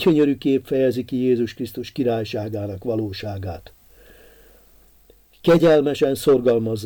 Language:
Hungarian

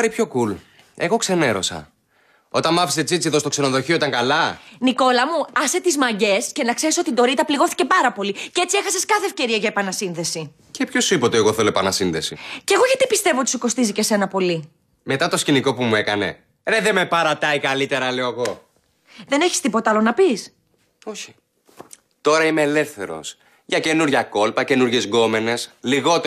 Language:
Greek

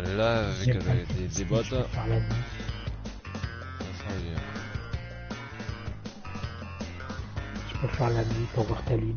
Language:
French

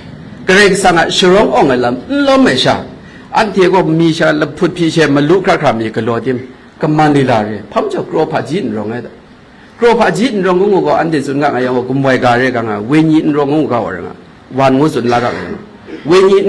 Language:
Kachin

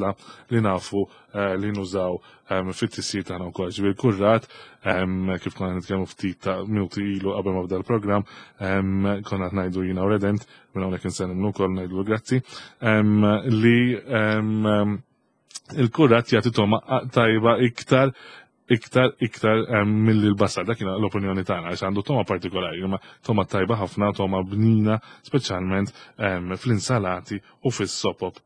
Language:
Maltese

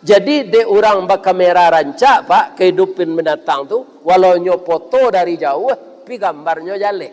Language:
Minangkabau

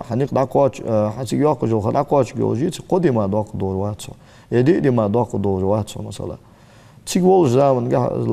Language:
Ingush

